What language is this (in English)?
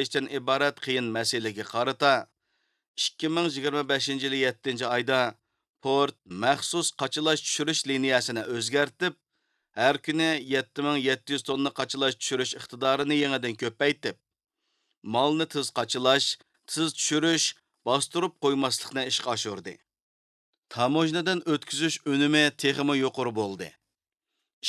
Uyghur